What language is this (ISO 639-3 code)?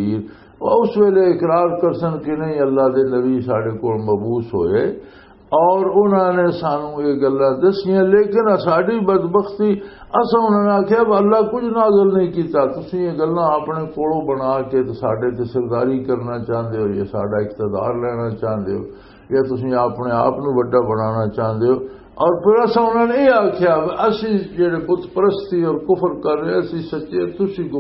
lah